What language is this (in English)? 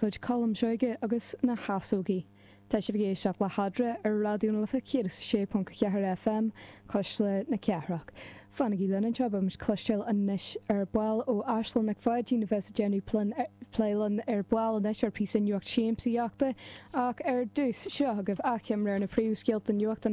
Irish